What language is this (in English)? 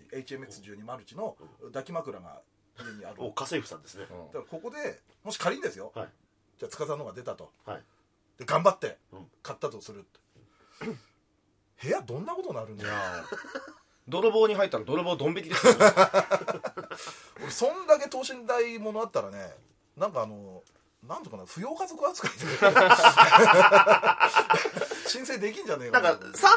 Japanese